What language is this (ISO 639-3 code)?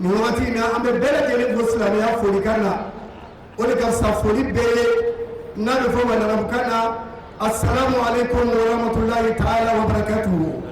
bam